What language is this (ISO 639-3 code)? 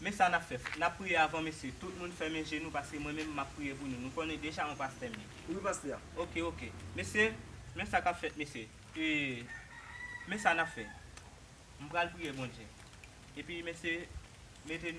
hat